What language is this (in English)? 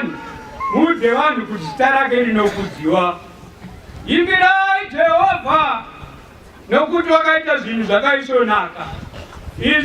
Shona